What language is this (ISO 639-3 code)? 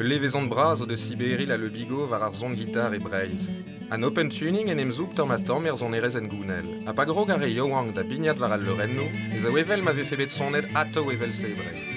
bre